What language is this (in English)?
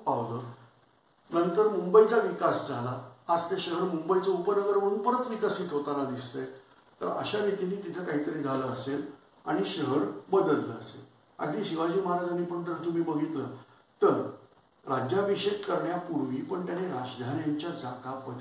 Marathi